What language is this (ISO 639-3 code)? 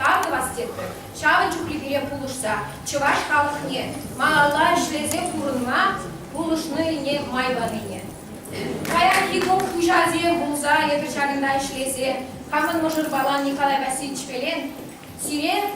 chv